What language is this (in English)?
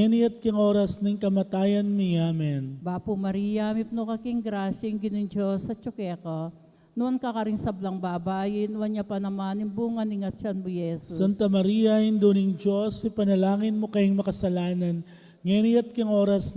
Pampanga